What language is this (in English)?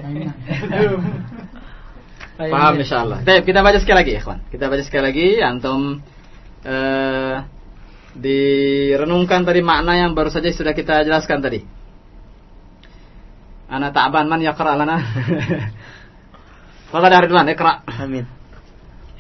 Indonesian